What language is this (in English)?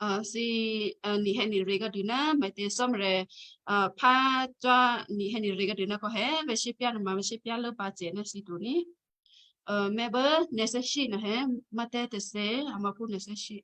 Western Kayah